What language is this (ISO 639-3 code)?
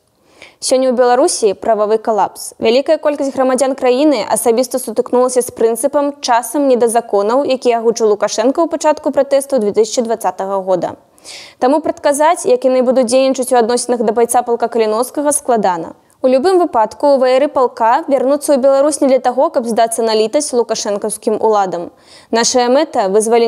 bel